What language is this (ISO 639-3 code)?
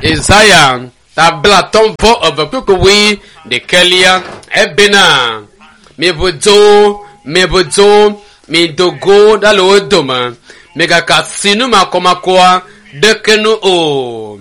ewe